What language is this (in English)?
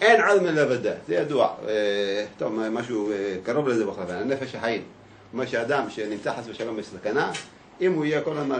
Hebrew